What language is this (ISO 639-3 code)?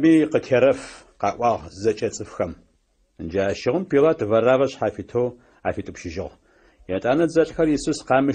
ady